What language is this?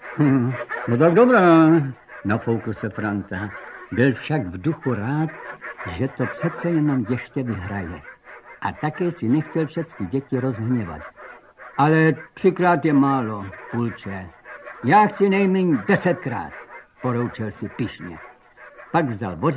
Czech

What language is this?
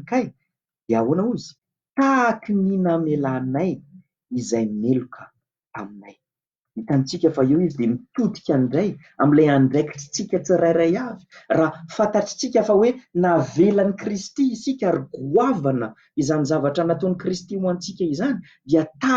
Malagasy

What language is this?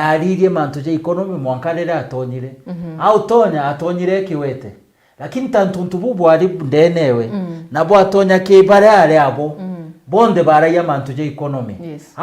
Meru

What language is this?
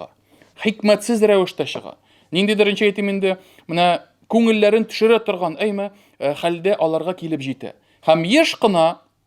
Tatar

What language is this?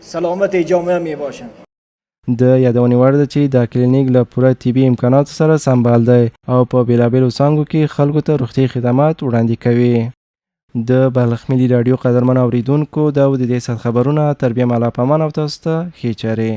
Pashto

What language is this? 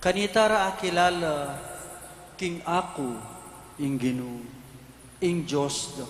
Pampanga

